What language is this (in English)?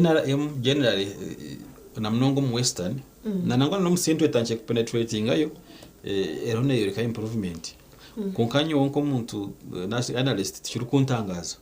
Nyankole